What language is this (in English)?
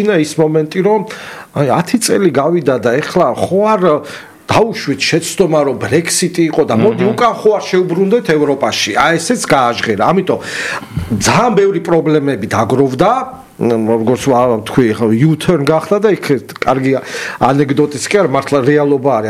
Georgian